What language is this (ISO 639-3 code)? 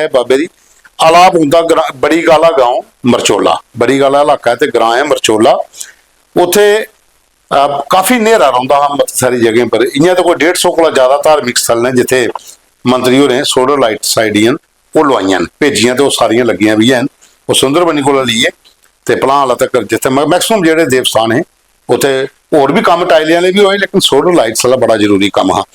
doi